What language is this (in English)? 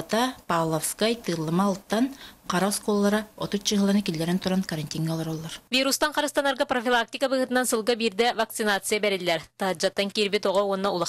Yakut